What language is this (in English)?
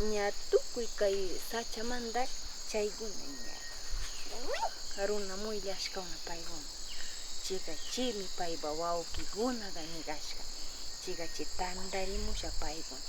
Northern Pastaza Quichua